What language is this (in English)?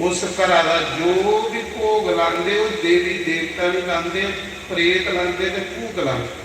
Dogri